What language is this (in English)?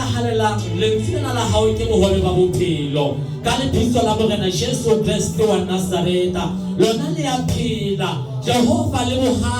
Southern Sotho